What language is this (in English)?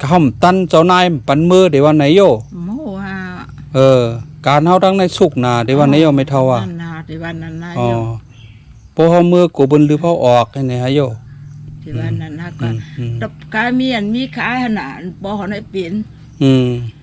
Shan